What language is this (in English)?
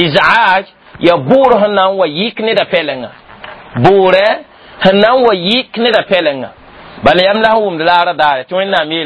Mossi